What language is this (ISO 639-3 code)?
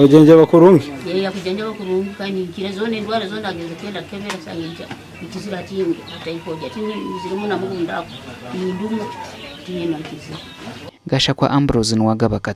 nyn